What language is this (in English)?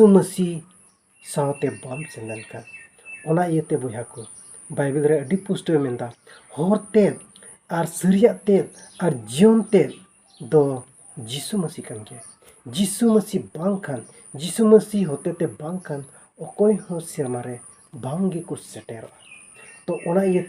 Santali